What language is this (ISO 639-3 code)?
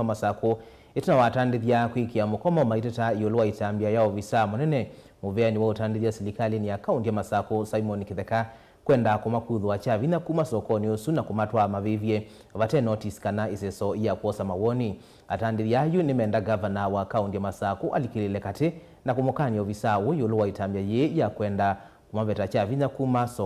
kam